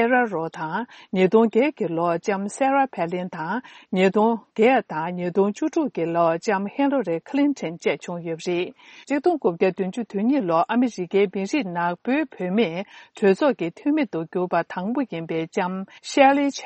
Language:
Tibetan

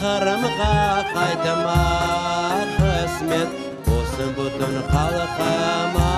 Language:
Crimean Tatar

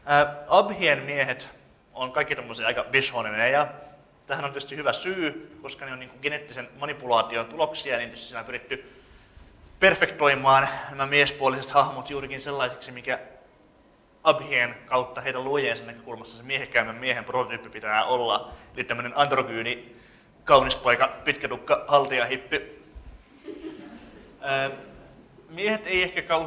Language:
Finnish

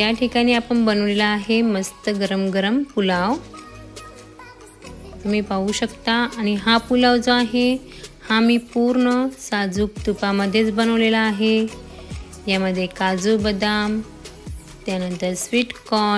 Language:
Marathi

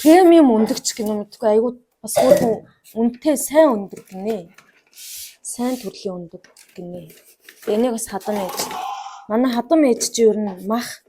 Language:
Mongolian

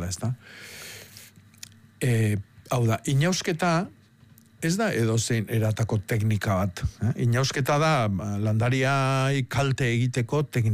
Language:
Basque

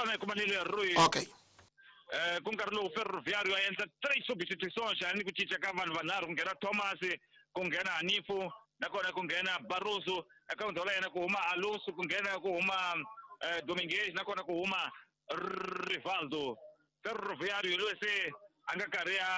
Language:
Tsonga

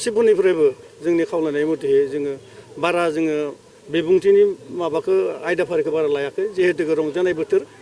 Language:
Bodo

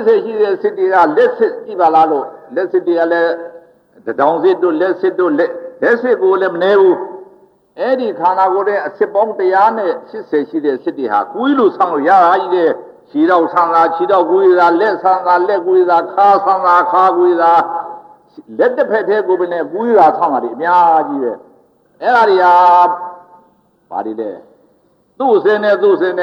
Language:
Burmese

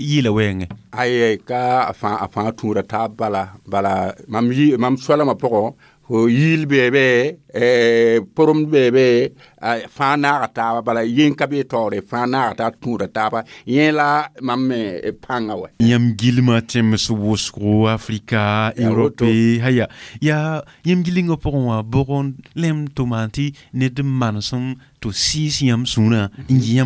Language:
Mossi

